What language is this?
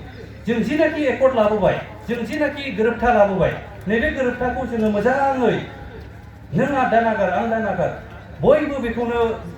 Bodo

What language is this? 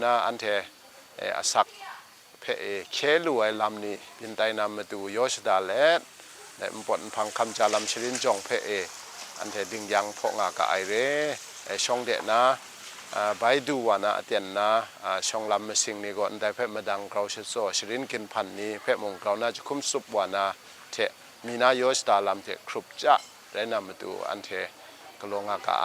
Kachin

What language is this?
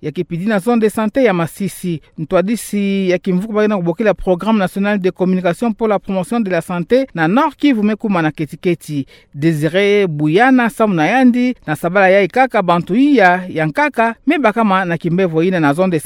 Kituba (Democratic Republic of Congo)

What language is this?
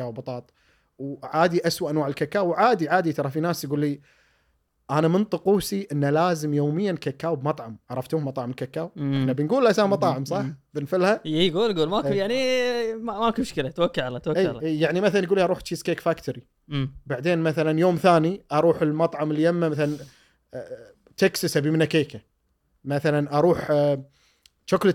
Gulf Arabic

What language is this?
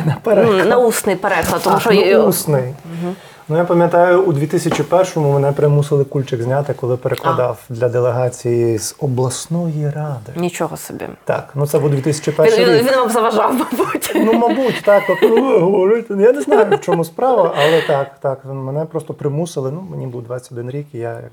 Ukrainian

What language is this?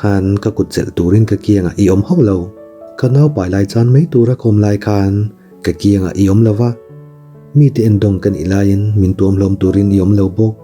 Mizo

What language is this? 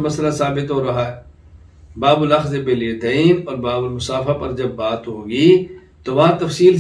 Urdu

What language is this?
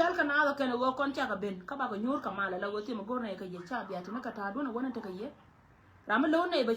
Nuer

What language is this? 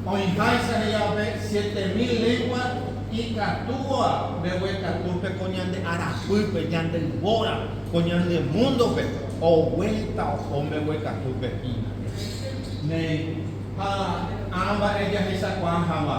Guarani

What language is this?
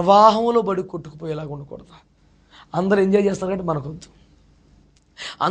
Telugu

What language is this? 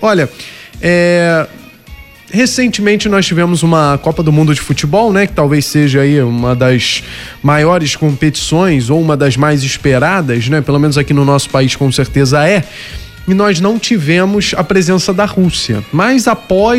Portuguese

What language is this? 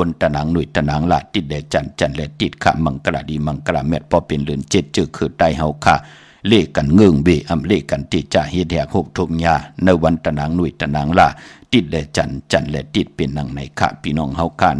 Shan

